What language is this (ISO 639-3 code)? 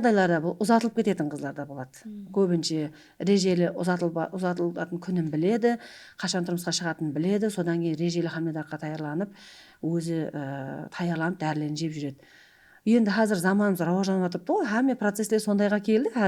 kaa